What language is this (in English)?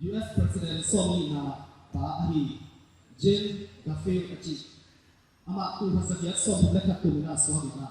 Tedim Chin